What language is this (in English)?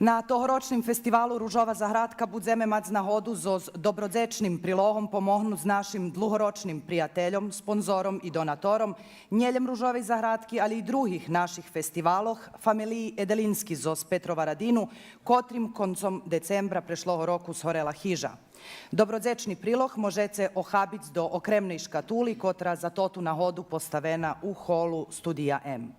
Rusyn